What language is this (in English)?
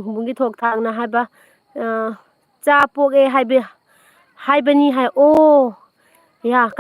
Manipuri